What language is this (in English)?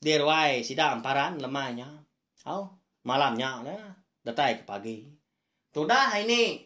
Iban